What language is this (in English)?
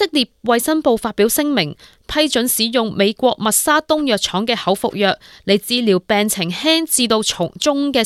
Cantonese